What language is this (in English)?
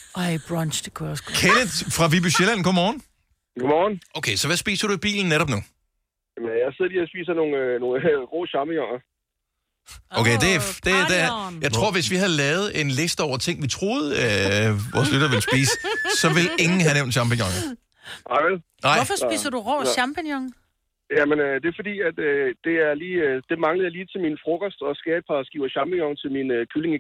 Danish